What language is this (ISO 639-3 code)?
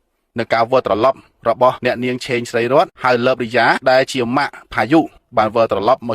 khm